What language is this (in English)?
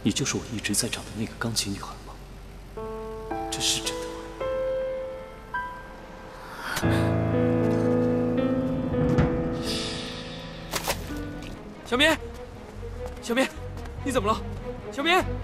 Chinese